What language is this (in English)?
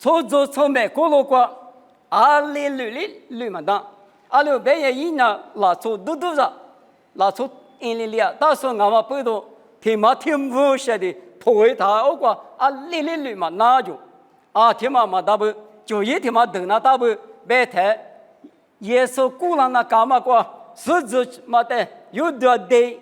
Lisu